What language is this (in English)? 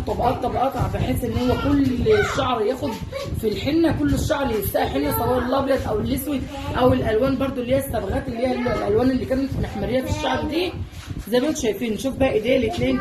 Egyptian Arabic